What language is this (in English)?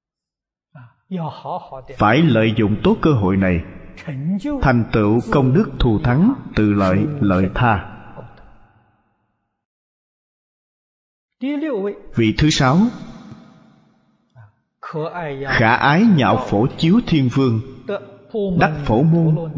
Vietnamese